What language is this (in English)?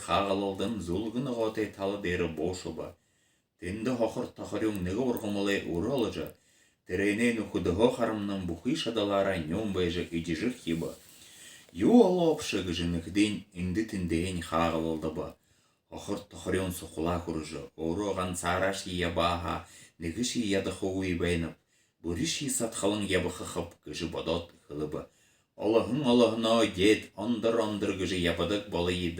Buriat